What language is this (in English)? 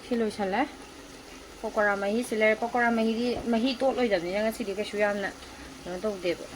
Manipuri